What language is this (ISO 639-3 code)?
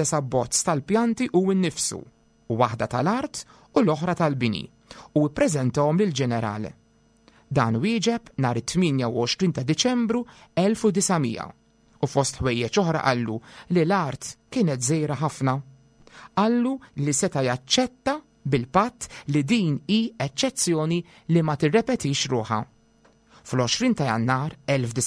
mlt